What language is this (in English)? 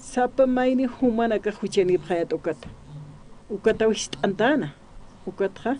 Aymara